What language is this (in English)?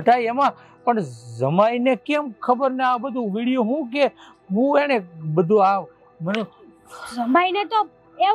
Gujarati